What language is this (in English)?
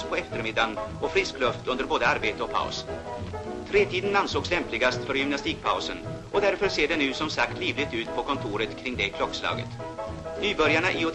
Swedish